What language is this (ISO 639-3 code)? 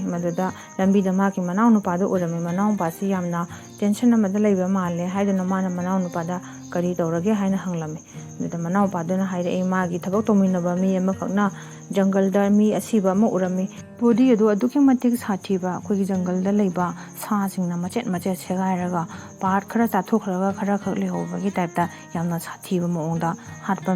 mni